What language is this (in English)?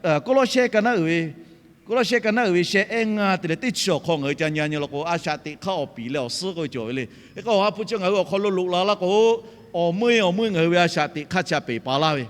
Lahu